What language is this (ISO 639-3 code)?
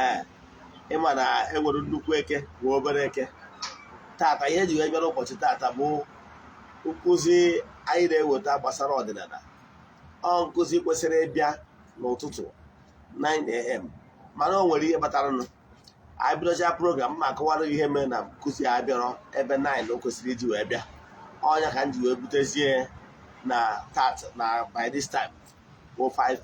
ibo